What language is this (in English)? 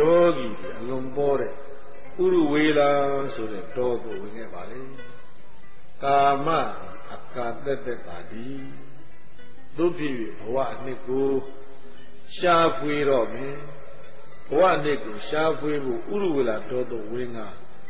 Burmese